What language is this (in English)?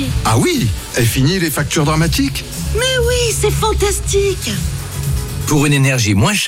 French